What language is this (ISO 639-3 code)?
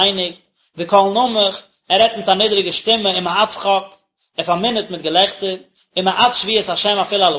yid